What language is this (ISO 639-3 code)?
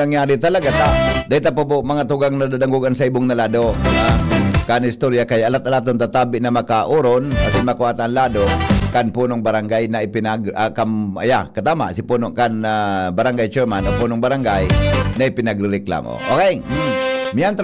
bik